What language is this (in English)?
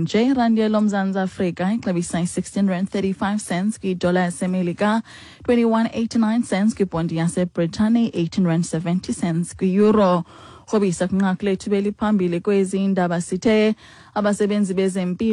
Xhosa